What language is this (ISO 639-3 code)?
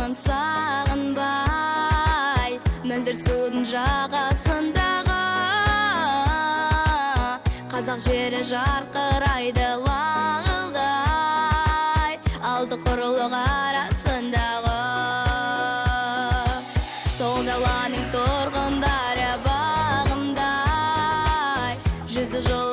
kaz